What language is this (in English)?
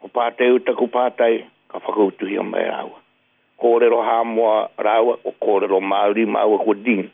Māori